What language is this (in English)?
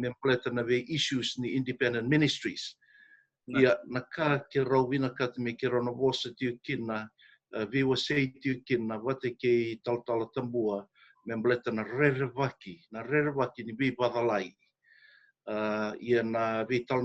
Fijian